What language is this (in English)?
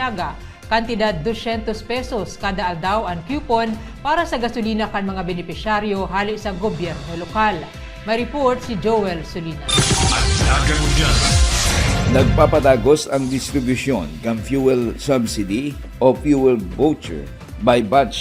Bikol